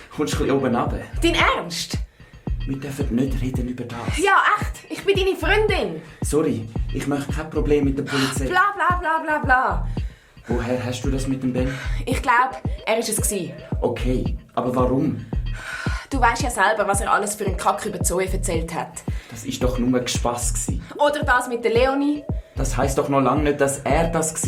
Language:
Swiss German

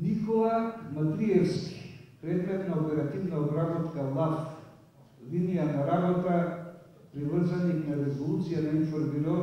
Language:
Macedonian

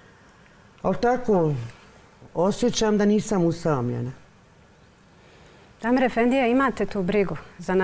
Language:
Bosnian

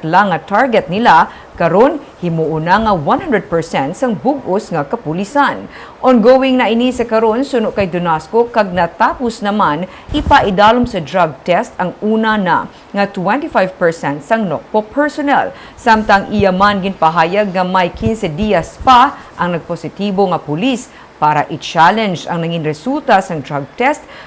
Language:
Hiligaynon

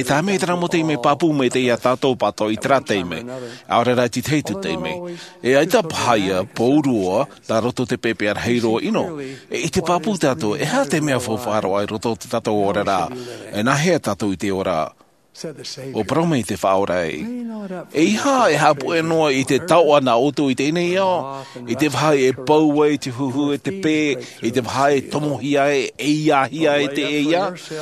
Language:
Tahitian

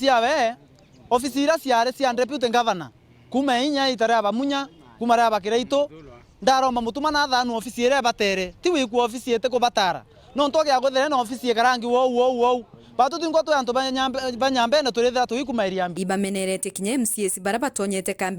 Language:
Meru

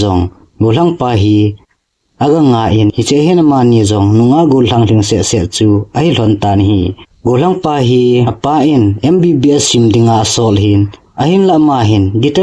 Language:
Thado Chin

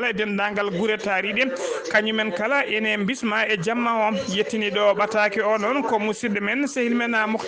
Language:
Fula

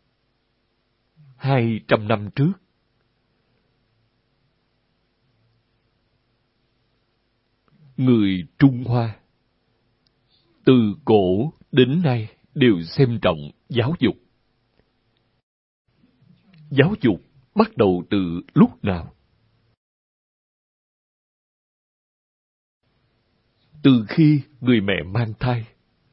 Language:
Vietnamese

